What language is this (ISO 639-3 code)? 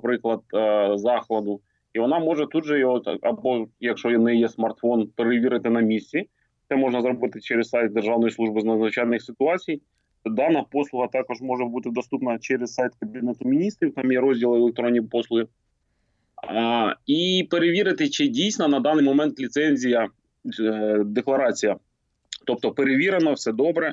ukr